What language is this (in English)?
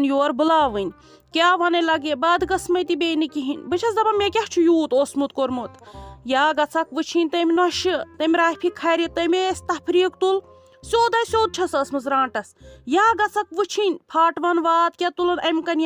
Kashmiri